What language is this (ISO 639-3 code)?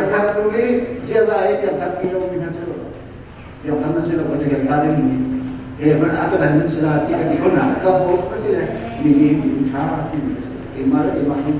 cnh